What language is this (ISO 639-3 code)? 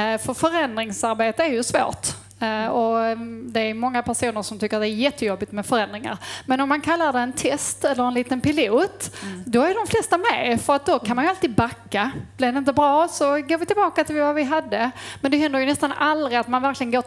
swe